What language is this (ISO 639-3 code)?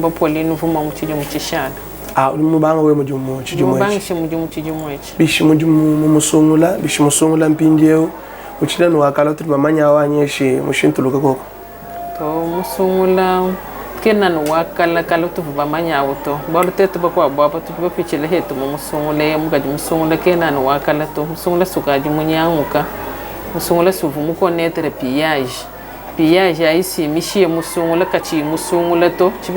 lua